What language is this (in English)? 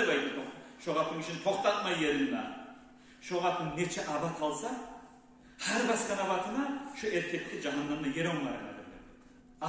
Kumyk